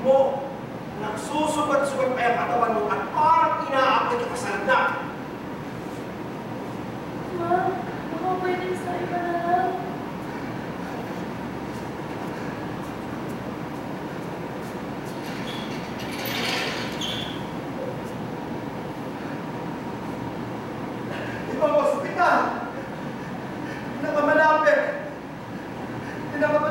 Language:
Filipino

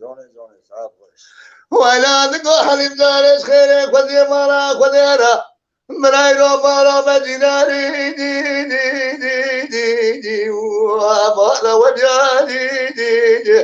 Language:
Kurdish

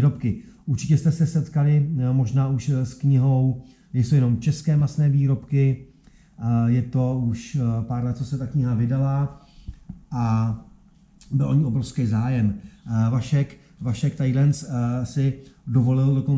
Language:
Czech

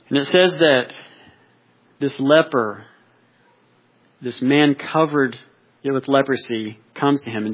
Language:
English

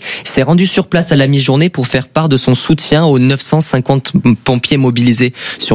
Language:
French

